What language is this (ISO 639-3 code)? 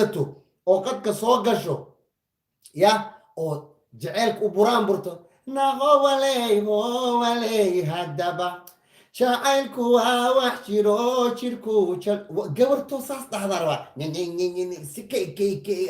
som